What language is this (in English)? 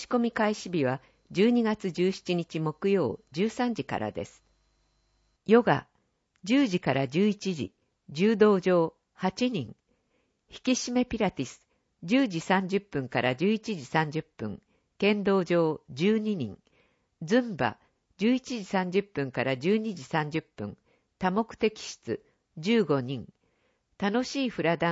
Japanese